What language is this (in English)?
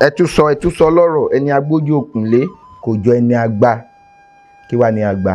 Yoruba